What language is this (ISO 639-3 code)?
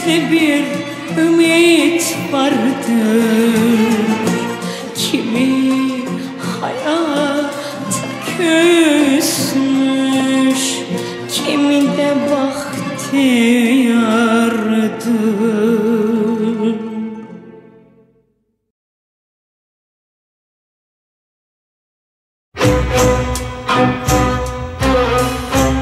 tur